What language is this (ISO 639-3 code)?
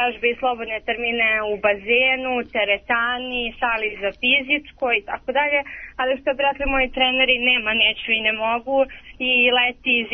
srp